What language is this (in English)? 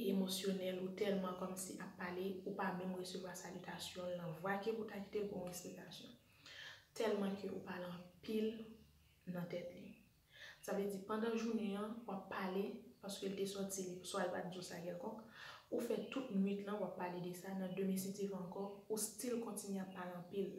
Haitian Creole